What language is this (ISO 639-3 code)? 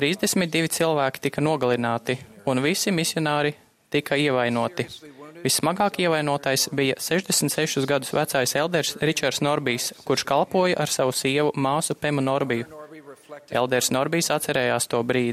lav